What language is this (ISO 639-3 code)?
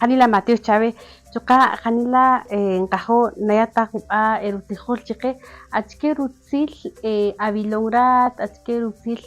cak